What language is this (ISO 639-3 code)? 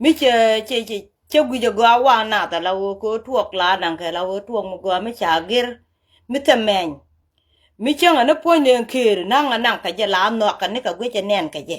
nus